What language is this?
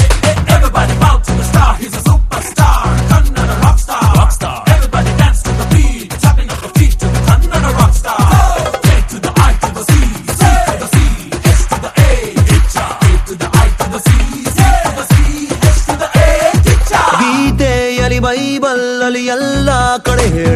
Kannada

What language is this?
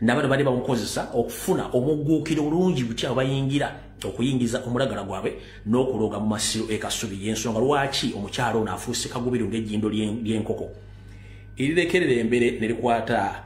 Ganda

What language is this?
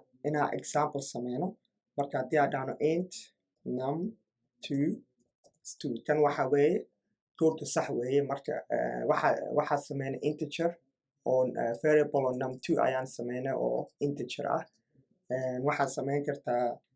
Somali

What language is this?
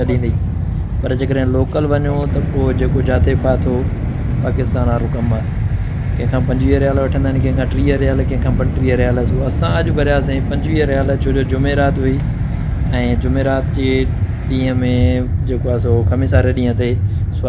Sindhi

